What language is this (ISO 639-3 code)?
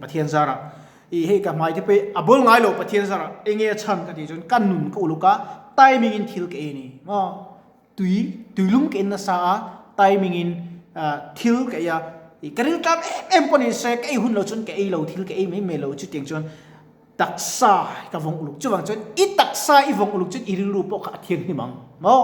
lus